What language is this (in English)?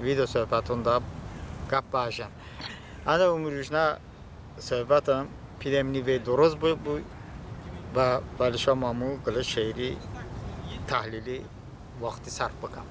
Talysh